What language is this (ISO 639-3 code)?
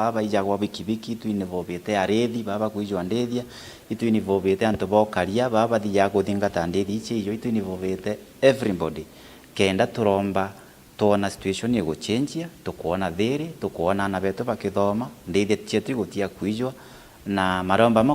mer